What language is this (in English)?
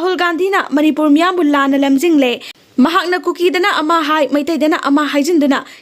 Manipuri